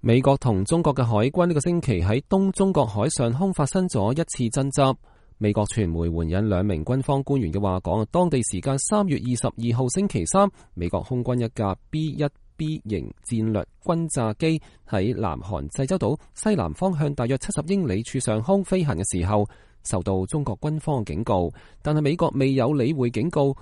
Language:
Cantonese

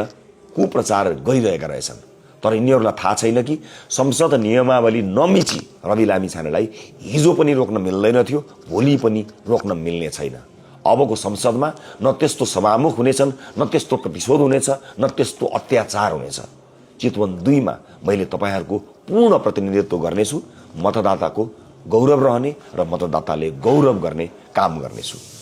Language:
Nepali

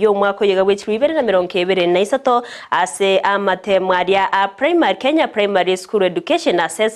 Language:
Gusii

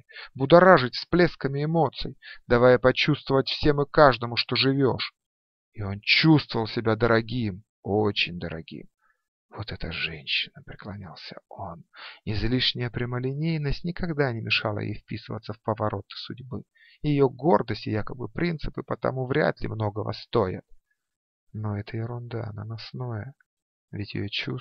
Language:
Russian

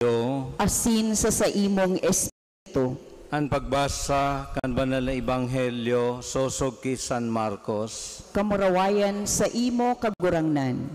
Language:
Bikol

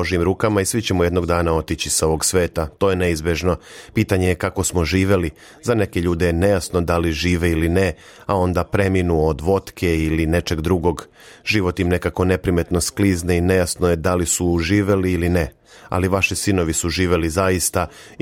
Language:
Serbian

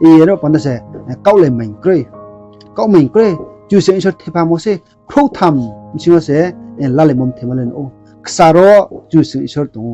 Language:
Riang (India)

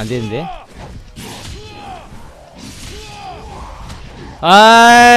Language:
Korean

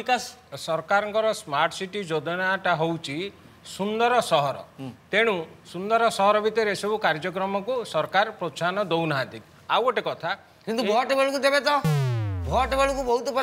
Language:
Odia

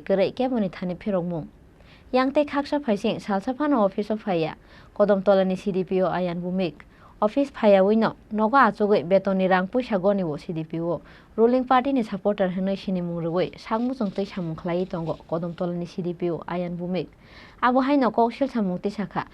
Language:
Kok Borok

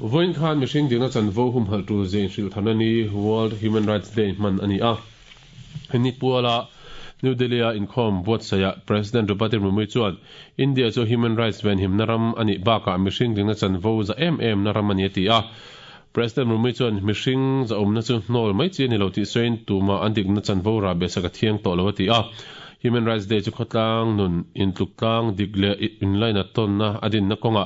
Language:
Mizo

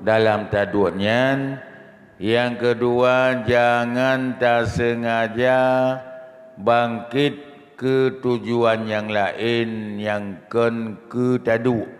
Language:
Achinese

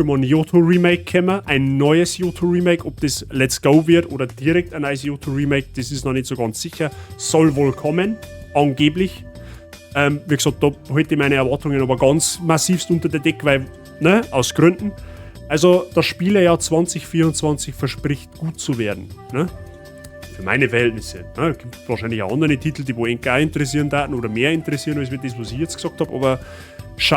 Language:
Bavarian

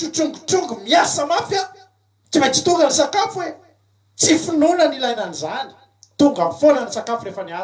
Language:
Malagasy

